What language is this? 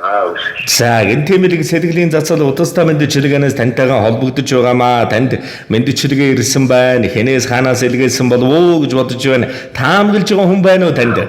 Mongolian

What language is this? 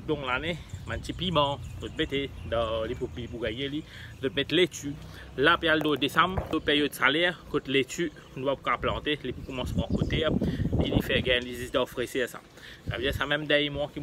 Morisyen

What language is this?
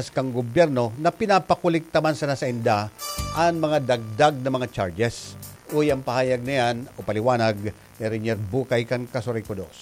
Bikol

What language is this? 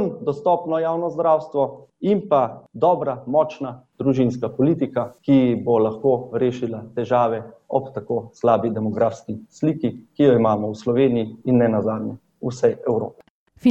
Slovenian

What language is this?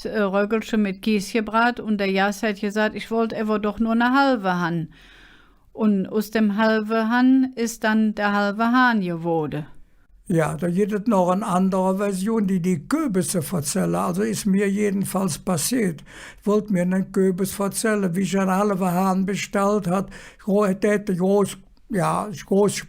Colognian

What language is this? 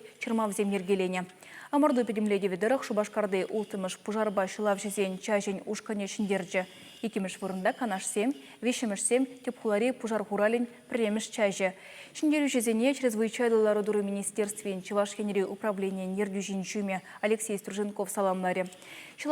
Chuvash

